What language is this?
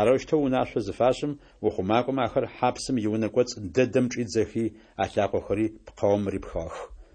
Adyghe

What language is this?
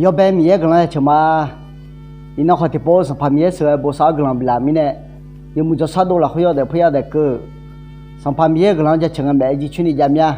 Akha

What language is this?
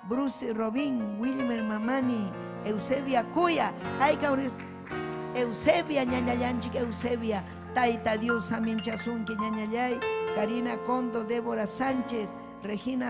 Ayacucho Quechua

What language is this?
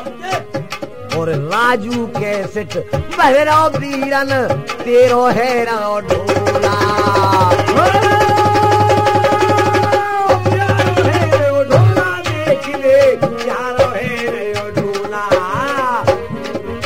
Haryanvi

